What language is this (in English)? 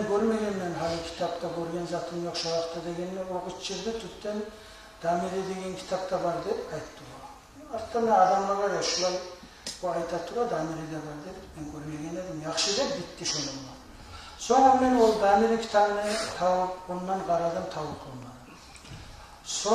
Kumyk